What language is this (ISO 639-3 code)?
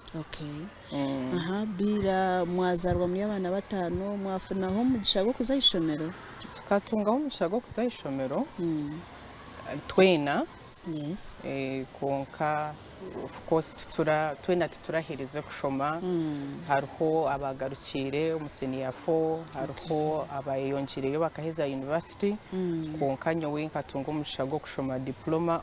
nyn